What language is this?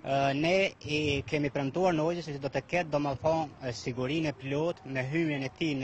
Albanian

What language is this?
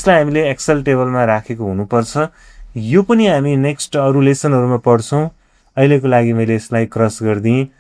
Nepali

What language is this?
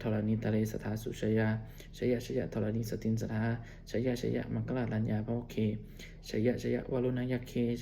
Pali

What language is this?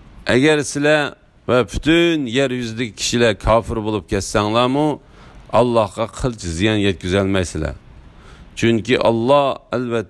Uyghur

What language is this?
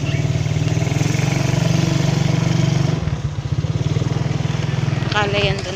Filipino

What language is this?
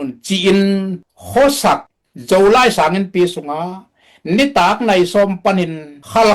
Tedim Chin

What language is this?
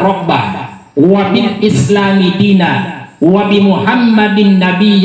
Buginese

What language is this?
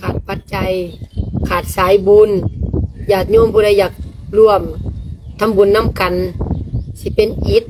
Lao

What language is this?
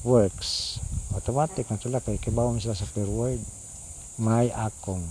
Cebuano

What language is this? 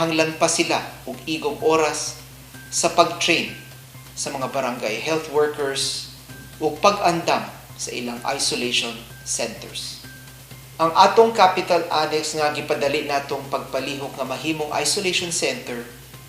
Cebuano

